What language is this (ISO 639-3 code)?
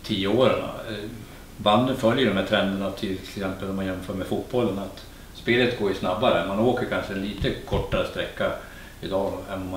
swe